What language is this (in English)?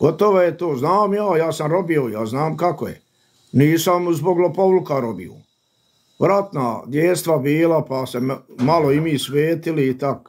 Bosnian